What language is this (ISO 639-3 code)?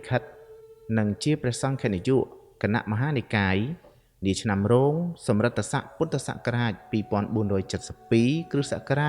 khm